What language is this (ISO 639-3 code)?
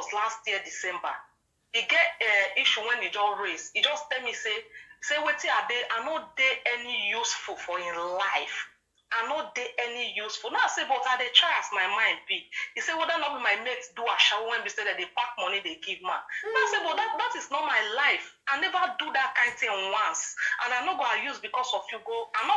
pcm